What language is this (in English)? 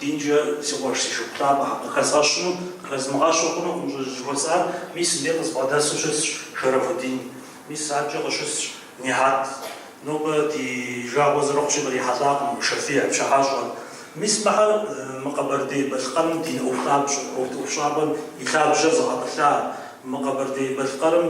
Kabardian